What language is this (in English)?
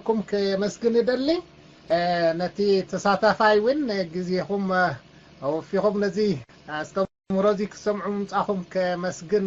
Tigrinya